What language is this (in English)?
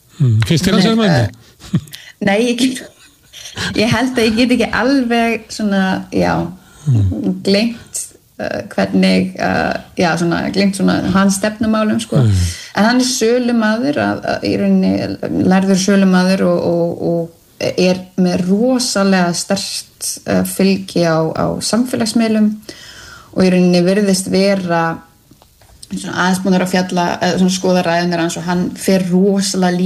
Icelandic